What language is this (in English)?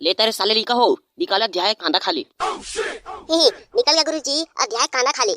Chhattisgarhi